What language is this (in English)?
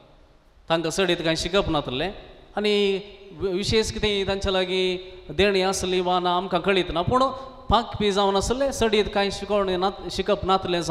Konkani